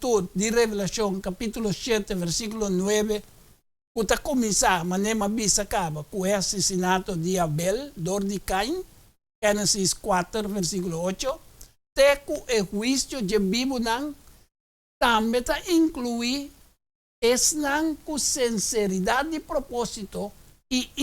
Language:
Papiamento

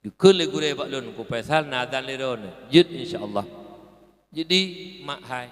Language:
Achinese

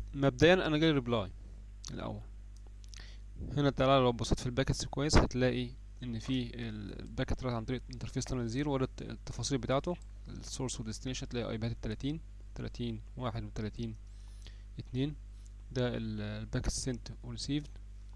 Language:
Egyptian Arabic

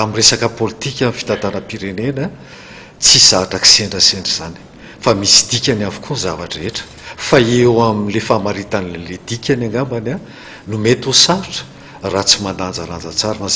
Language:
Malagasy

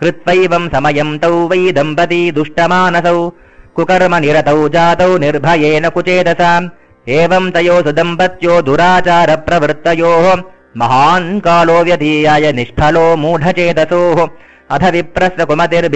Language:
Sanskrit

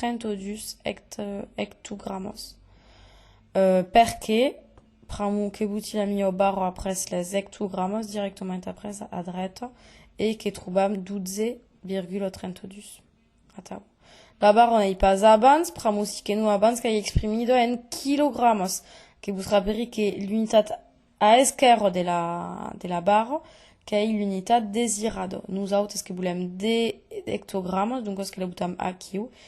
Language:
Occitan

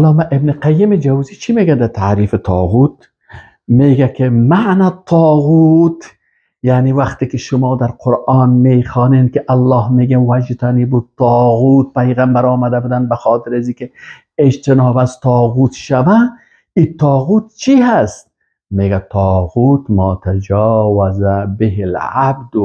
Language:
Persian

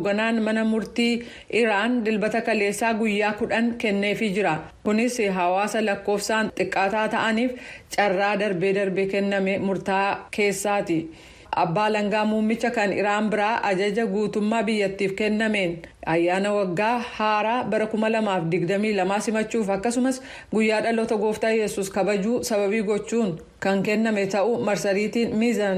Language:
Oromo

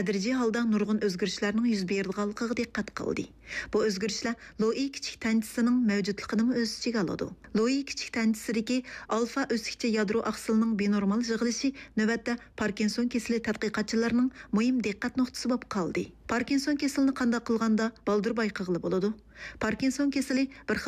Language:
Uyghur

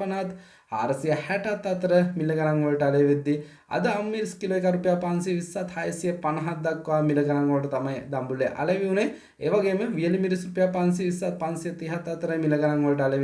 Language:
Sinhala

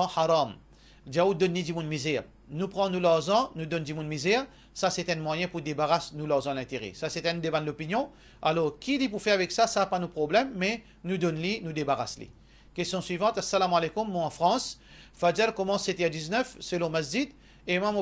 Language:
Morisyen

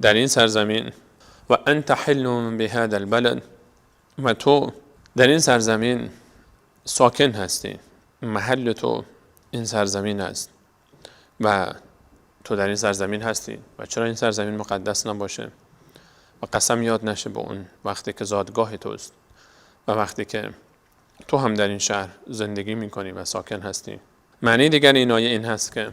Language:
Persian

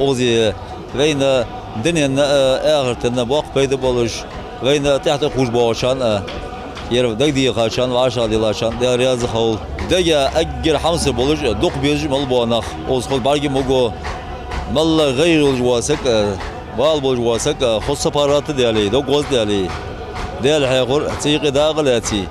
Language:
Ingush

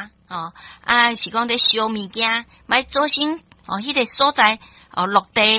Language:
Min Nan Chinese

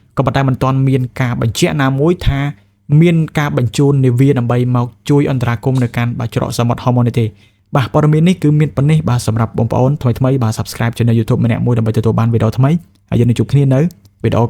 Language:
Khmer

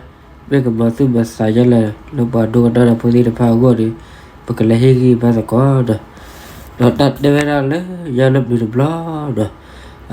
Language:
S'gaw Karen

